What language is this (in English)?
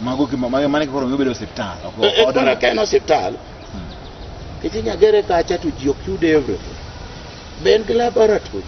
Luo (Kenya and Tanzania)